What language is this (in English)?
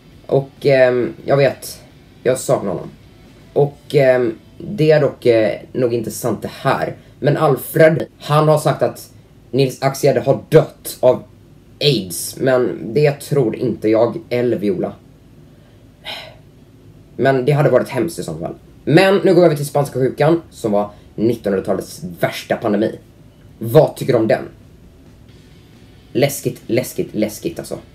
Swedish